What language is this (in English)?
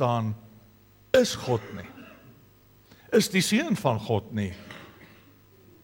Afrikaans